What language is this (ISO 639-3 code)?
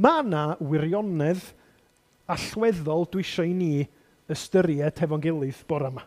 cym